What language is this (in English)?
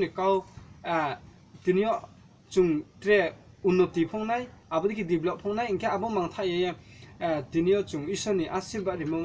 Riang (India)